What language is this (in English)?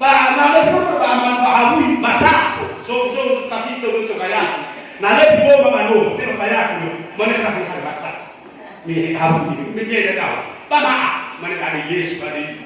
Nias